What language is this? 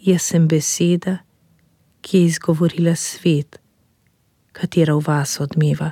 Slovenian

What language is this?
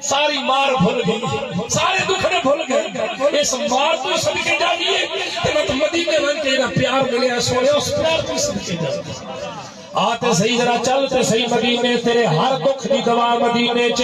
Saraiki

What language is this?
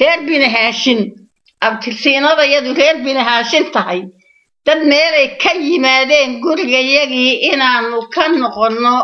Somali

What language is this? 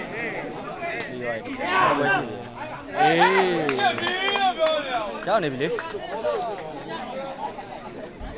Burmese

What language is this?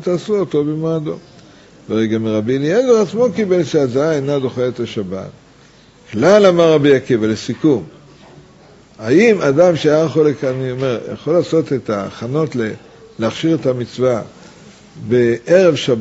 Hebrew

